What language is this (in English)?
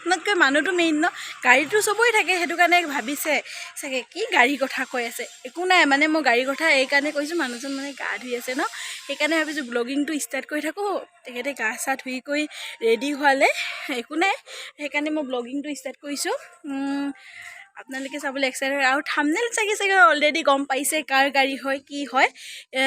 Assamese